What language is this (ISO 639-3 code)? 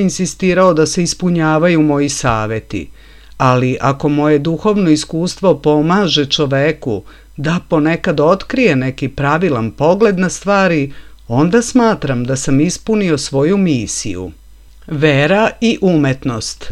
srp